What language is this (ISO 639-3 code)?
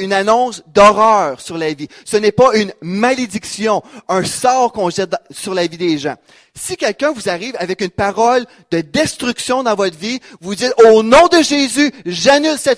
fra